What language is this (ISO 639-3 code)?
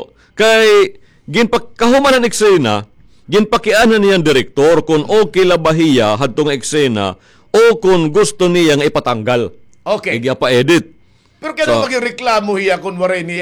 war